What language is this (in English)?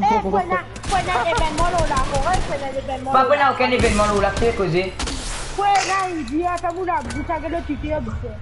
Morisyen